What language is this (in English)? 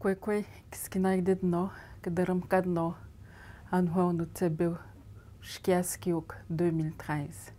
Atikamekw